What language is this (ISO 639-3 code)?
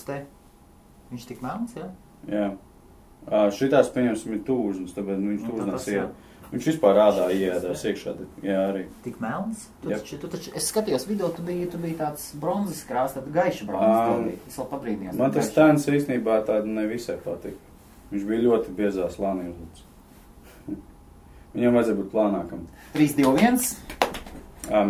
lav